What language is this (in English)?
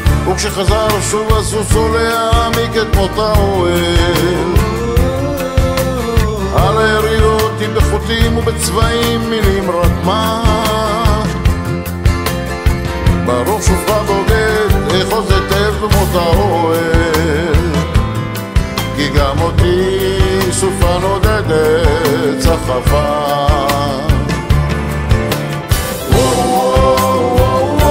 Hebrew